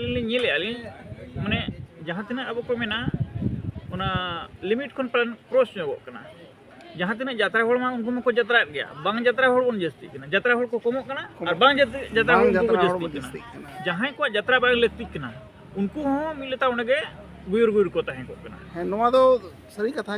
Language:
Santali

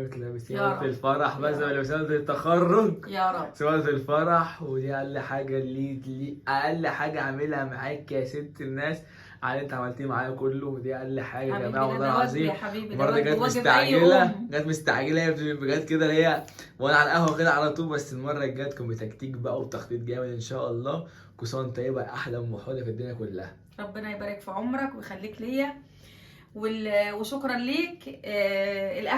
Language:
Egyptian Arabic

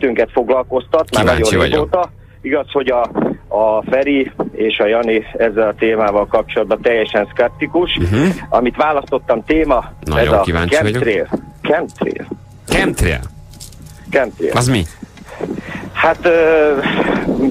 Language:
Hungarian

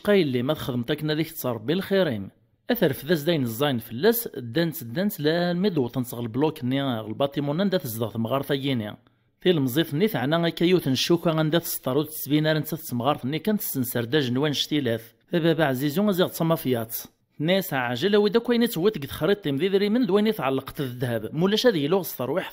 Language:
Kabyle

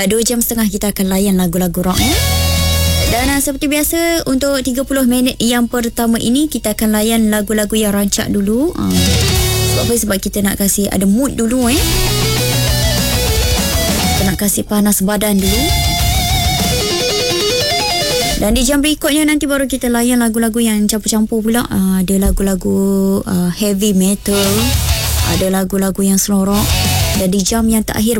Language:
Malay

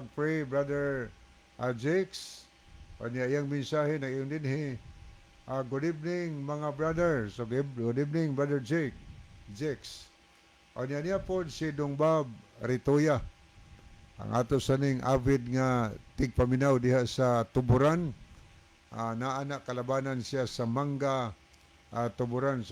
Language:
Cebuano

